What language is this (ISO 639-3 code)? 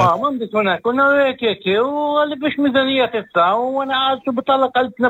apc